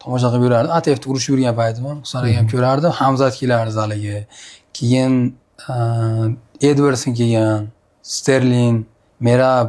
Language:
Uzbek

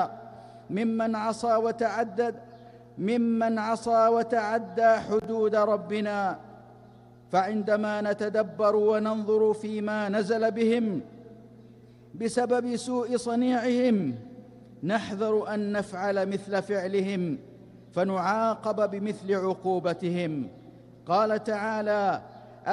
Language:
Arabic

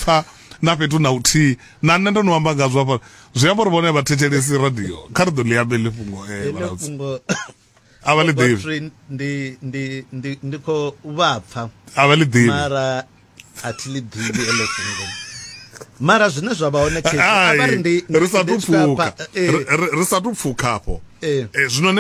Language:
Venda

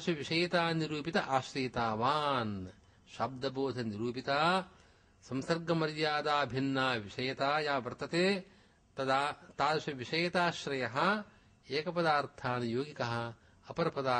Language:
Sanskrit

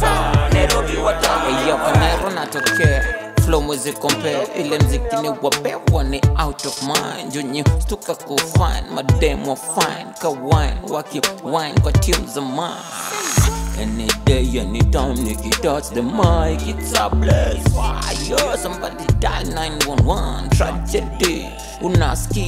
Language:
Swahili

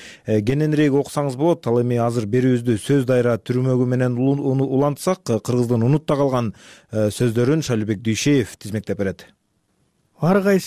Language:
Kyrgyz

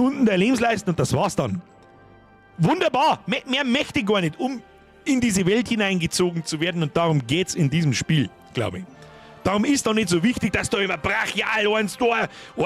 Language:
Bavarian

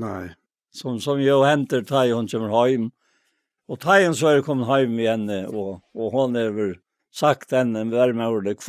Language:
Faroese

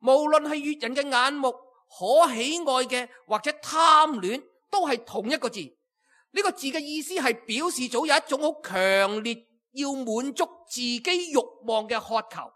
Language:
Cantonese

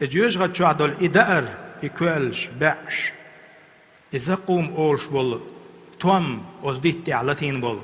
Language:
Chechen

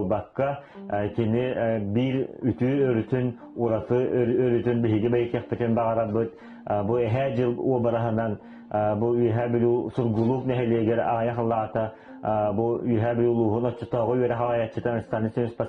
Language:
Yakut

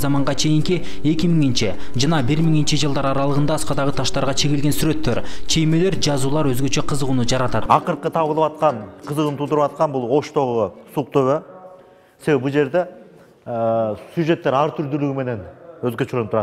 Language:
Kyrgyz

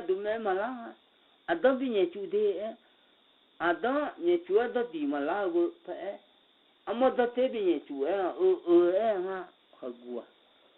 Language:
Akha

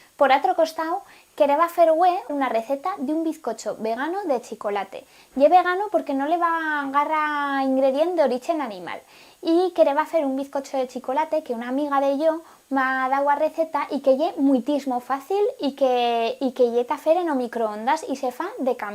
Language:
Aragonese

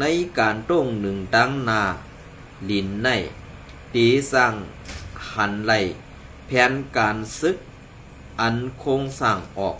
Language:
Shan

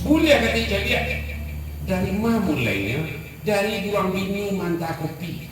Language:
Minangkabau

